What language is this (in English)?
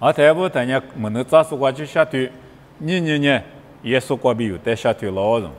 Lisu